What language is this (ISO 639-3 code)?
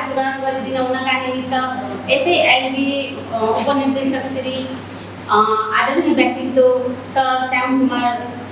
nep